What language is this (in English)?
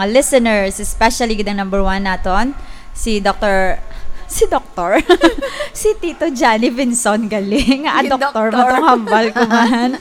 Hiligaynon